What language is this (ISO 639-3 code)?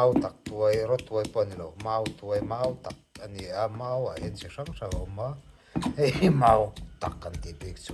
lus